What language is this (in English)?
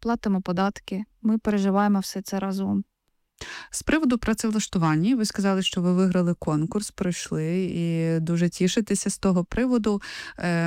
Ukrainian